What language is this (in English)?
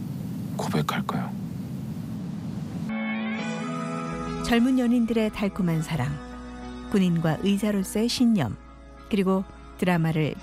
Korean